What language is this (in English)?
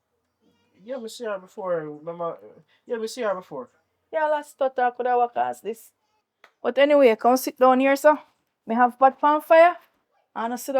Jamaican Creole English